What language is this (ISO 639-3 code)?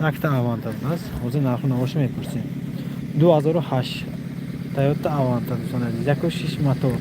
tgk